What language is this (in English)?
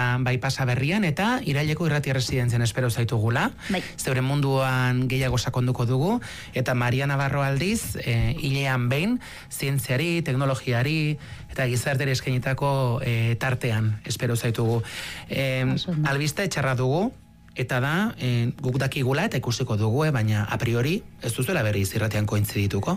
Basque